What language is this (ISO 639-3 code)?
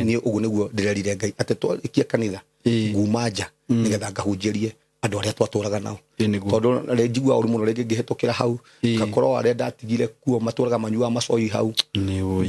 kik